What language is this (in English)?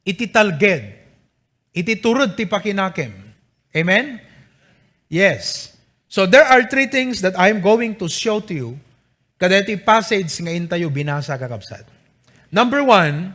Iloko